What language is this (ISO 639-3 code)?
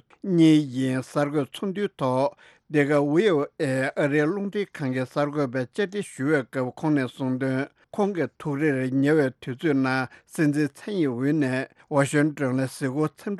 bod